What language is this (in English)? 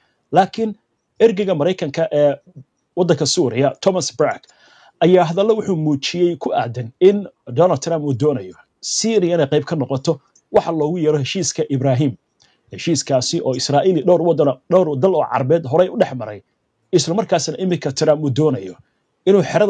Somali